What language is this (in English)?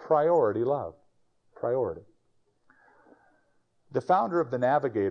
English